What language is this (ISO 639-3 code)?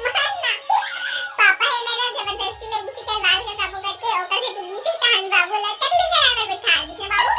hne